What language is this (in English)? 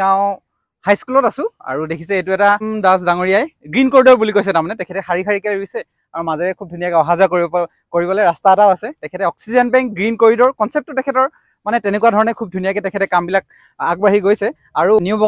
Assamese